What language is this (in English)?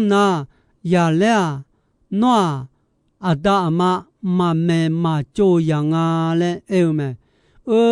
Akha